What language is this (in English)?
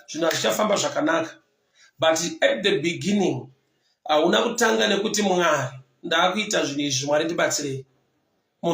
Shona